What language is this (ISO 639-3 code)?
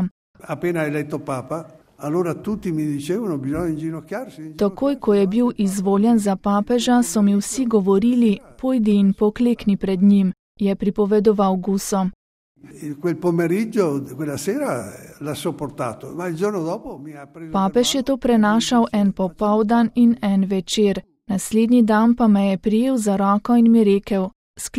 slv